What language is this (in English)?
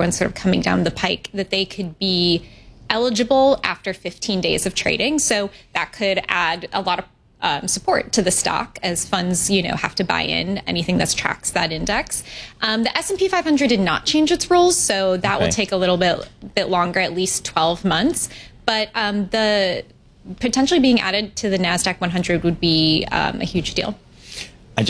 English